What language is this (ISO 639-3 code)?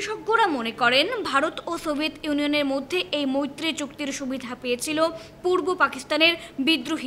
ben